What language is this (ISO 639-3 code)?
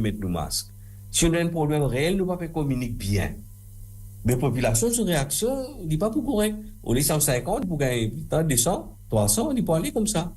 mfe